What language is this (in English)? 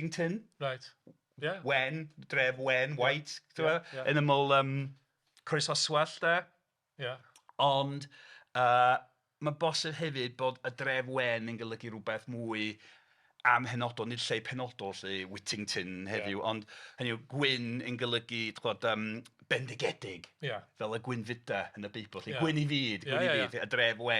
Welsh